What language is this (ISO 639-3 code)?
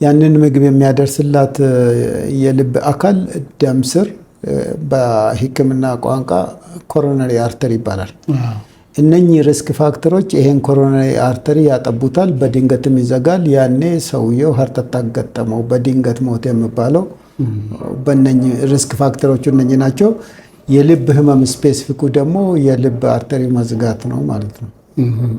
amh